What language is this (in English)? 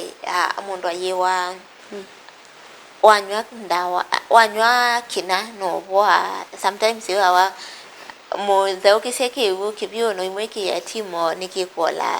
Kamba